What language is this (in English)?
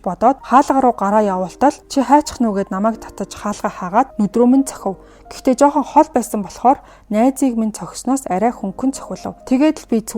Mongolian